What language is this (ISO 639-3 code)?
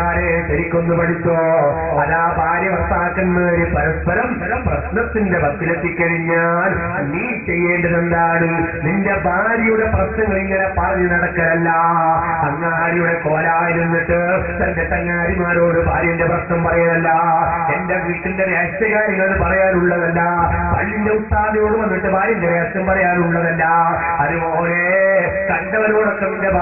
mal